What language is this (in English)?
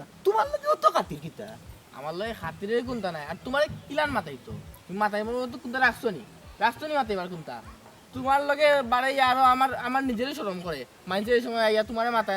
Sylheti